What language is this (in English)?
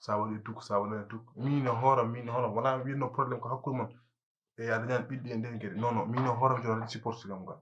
Fula